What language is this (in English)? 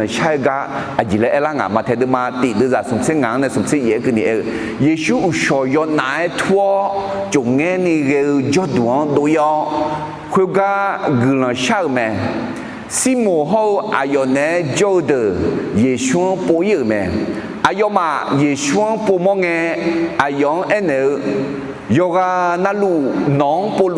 Akha